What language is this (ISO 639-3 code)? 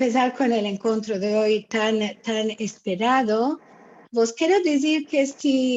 lad